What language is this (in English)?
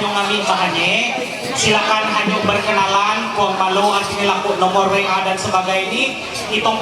Ma'anyan